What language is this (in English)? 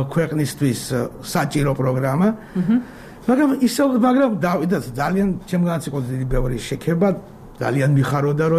Georgian